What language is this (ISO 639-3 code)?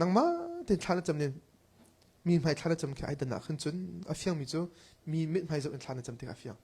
cnh